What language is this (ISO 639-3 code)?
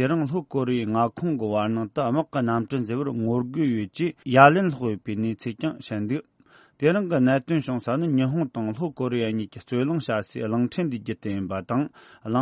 bod